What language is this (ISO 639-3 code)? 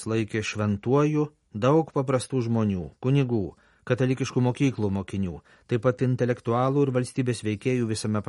lit